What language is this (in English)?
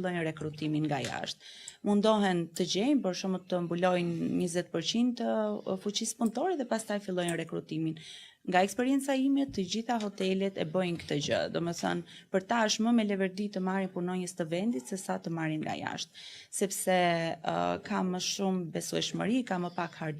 Albanian